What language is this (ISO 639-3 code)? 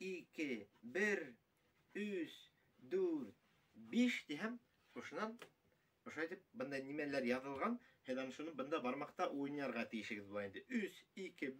bak